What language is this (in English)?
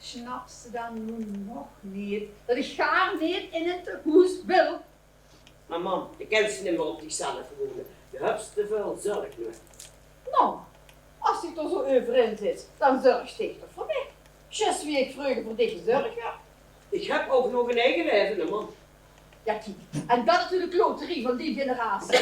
Limburgish